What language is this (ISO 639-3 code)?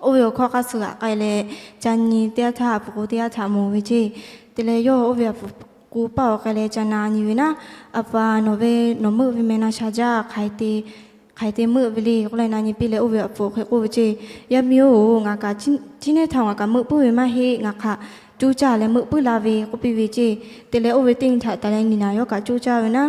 lhu